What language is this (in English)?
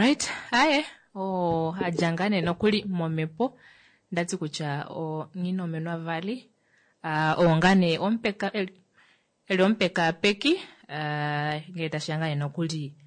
Kuanyama